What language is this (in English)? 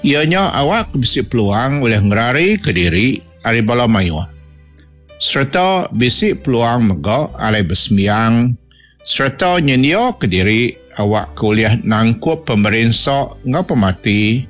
Iban